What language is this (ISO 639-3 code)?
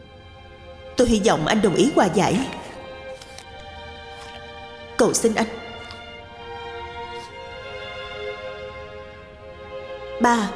vie